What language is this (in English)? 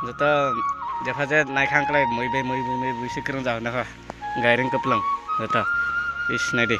Kok Borok